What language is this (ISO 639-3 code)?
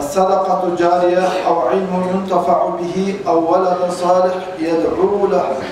kum